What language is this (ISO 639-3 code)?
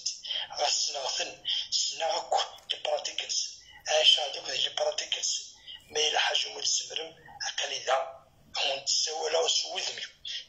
kab